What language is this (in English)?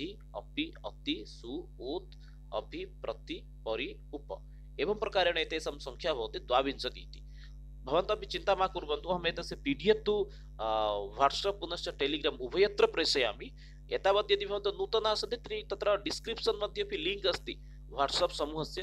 Sanskrit